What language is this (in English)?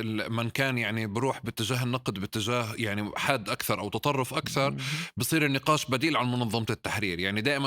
North Levantine Arabic